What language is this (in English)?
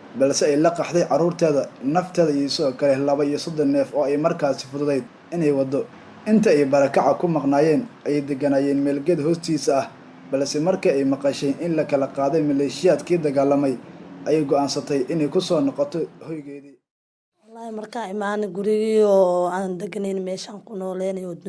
Somali